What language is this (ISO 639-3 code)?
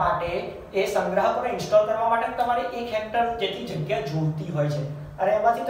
guj